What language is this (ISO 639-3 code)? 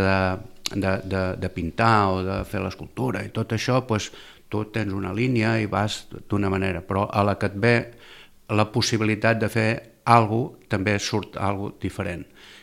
cat